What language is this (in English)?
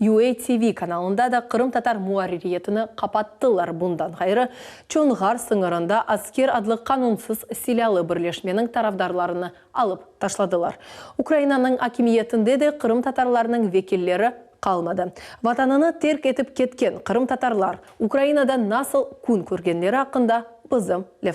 Crimean Tatar